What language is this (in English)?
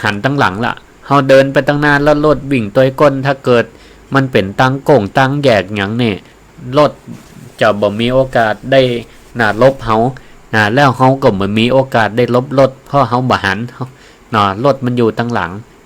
Northern Thai